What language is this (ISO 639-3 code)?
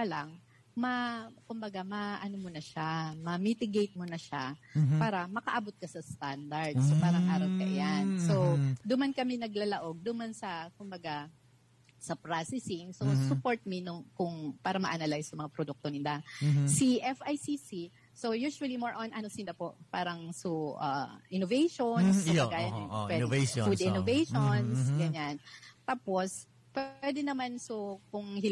bik